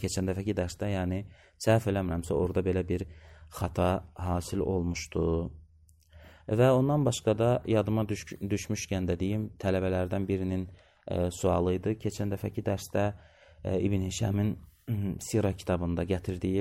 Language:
Azerbaijani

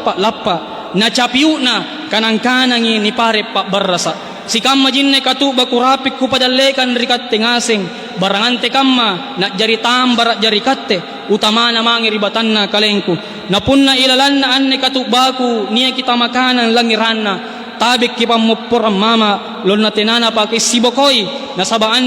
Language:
Makasar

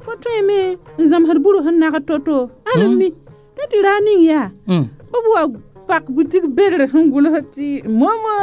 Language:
Mossi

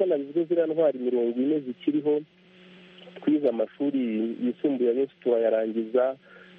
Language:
Kinyarwanda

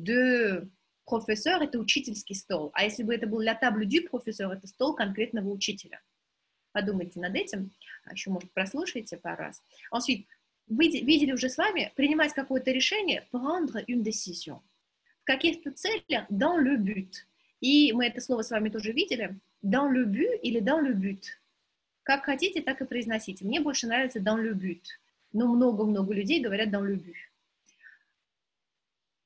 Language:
Russian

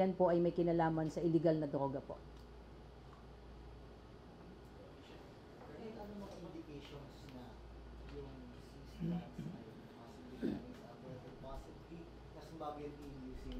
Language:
Filipino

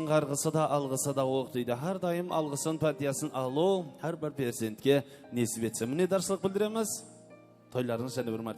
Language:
Kara-Kalpak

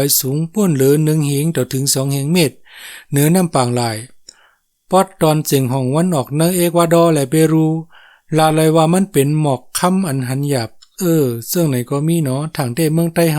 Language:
Shan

